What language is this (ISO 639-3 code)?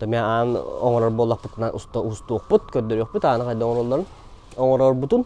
sah